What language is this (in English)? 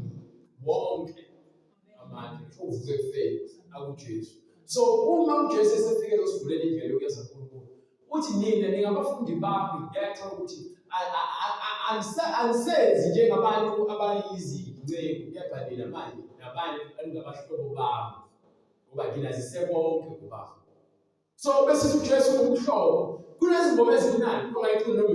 Zulu